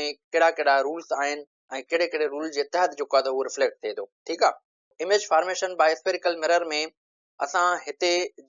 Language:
Sindhi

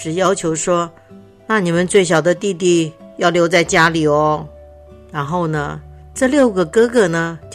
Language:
Chinese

